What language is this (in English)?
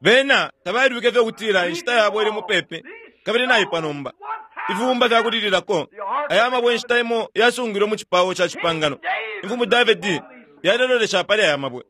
Bemba